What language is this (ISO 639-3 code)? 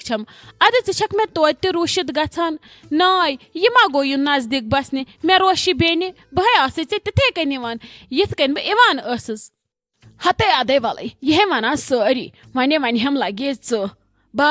kas